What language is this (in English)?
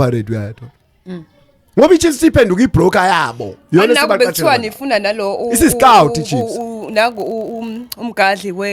Zulu